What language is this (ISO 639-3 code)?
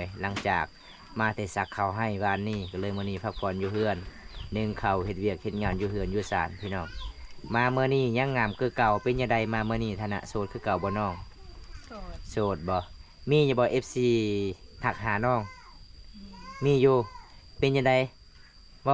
lao